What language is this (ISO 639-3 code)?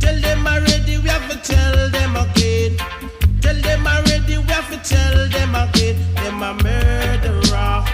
jam